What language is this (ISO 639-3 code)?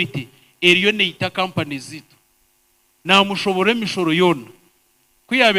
nyn